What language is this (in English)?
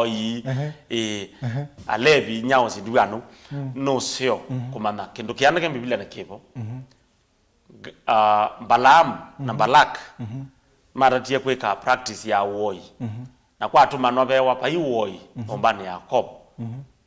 Kamba